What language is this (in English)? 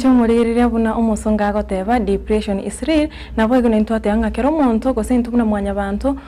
Gusii